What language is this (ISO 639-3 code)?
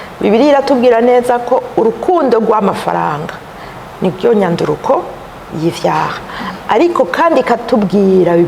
run